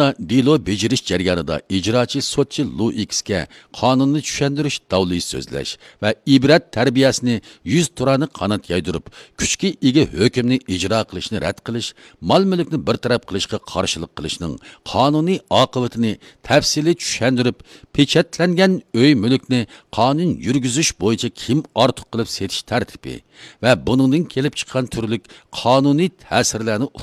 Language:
Uyghur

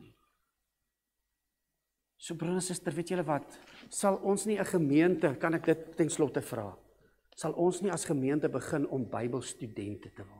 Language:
Afrikaans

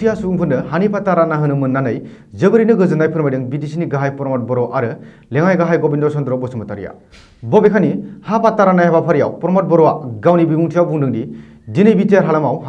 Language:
Bodo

